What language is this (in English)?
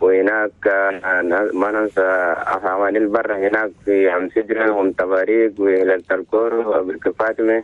Chadian Arabic